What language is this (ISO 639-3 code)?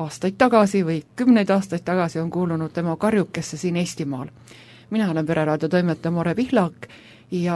est